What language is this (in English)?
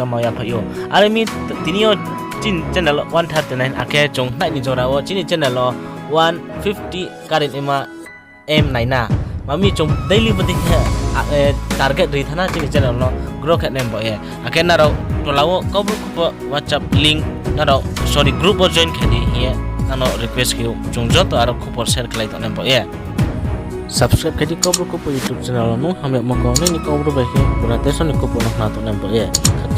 Riang (India)